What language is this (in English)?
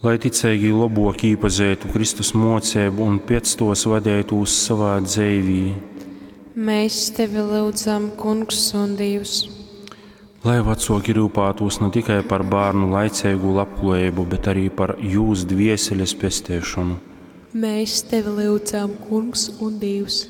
Latgalian